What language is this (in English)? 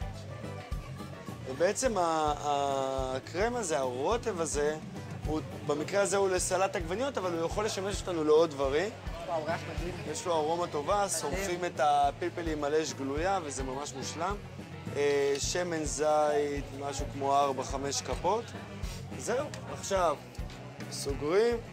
Hebrew